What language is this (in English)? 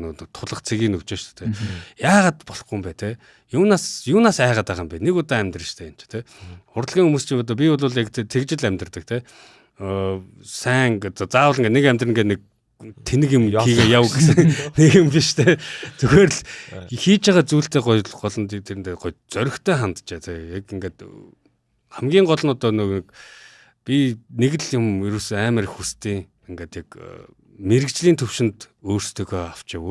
Mongolian